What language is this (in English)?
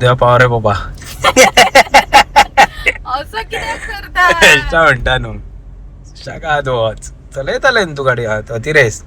Konkani